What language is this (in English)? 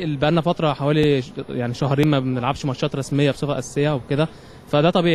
Egyptian Arabic